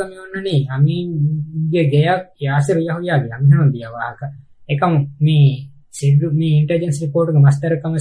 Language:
Divehi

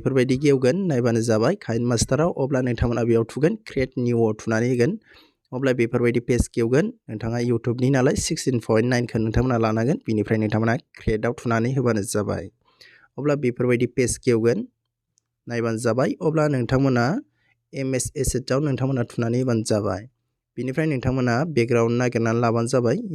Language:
Bodo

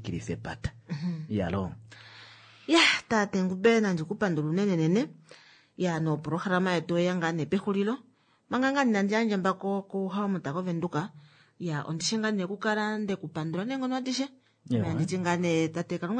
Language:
Kuanyama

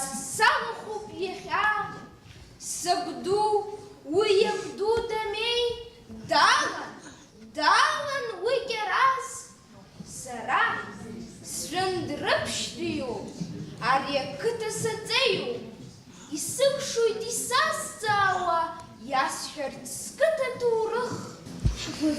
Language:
Abkhazian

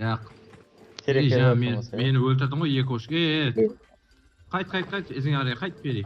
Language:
Kara-Kalpak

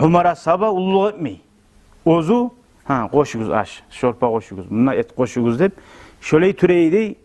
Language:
Kumyk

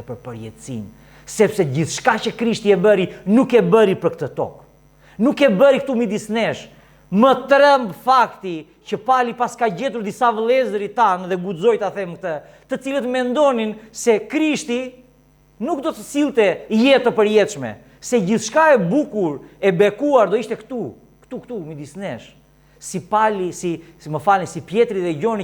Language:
Albanian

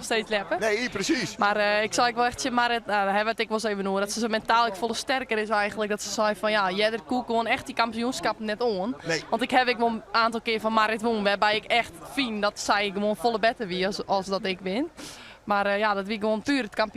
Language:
Western Frisian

